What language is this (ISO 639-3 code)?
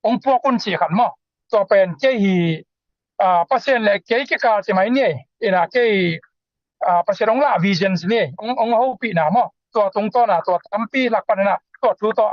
ctd